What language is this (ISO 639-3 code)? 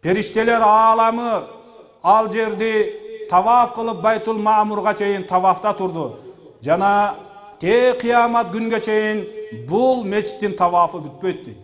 kir